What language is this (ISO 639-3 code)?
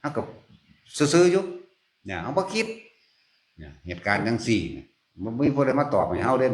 tts